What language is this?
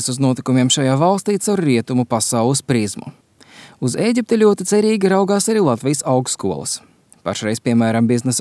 Latvian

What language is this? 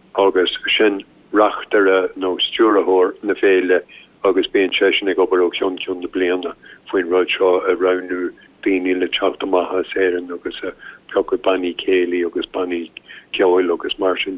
Irish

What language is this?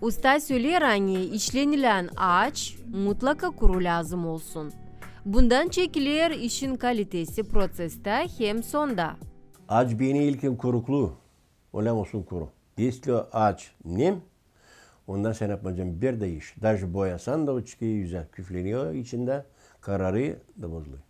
Gagauz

